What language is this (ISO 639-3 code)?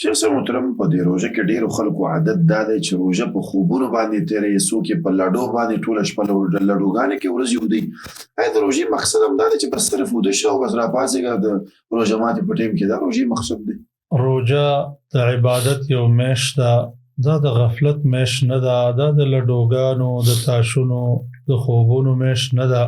pus